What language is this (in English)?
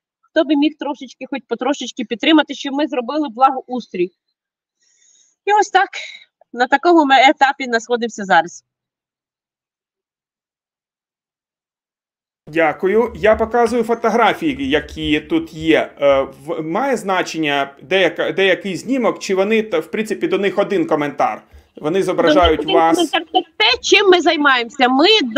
Ukrainian